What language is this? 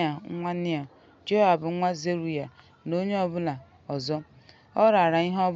Igbo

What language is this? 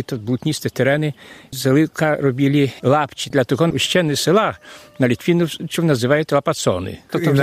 Belarusian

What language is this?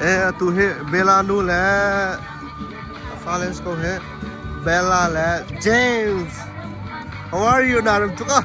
Hakha Chin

